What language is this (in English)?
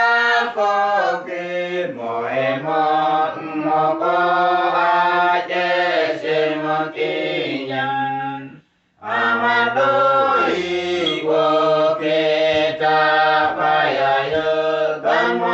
Uduk